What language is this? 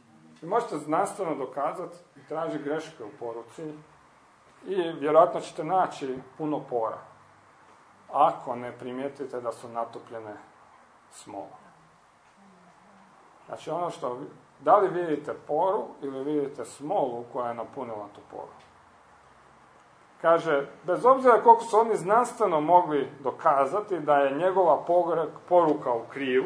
Croatian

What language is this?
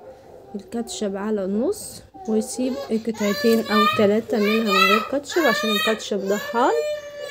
Egyptian Arabic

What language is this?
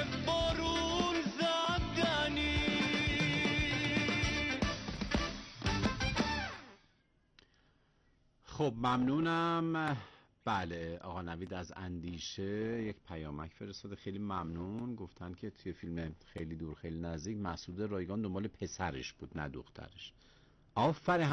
Persian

